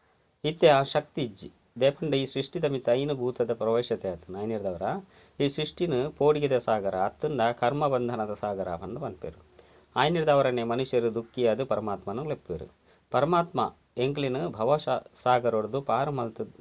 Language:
Tulu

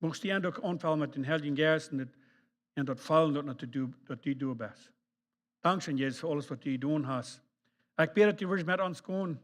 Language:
Plautdietsch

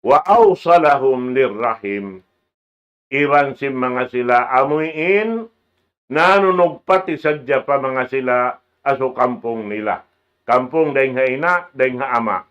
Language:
Tausug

